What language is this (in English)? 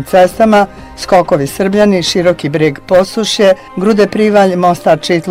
Bosnian